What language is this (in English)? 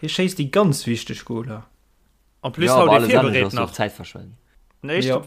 Luxembourgish